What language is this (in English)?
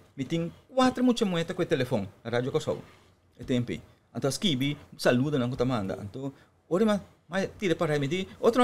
Papiamento